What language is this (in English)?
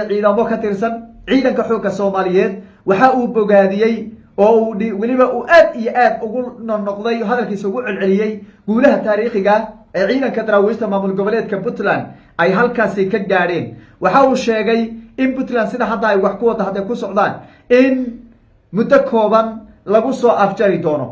Somali